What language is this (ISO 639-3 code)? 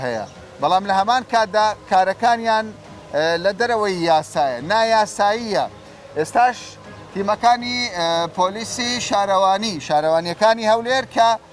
ckb